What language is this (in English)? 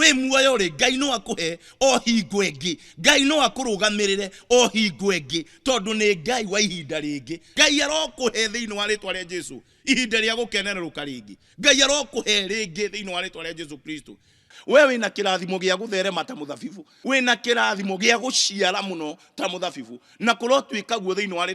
Kikuyu